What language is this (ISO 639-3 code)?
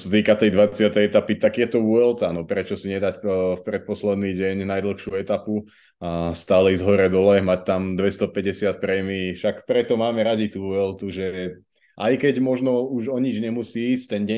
slk